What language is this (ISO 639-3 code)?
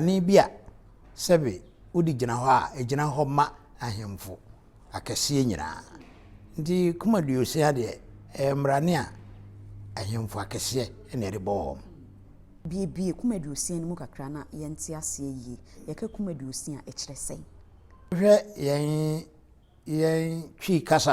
aka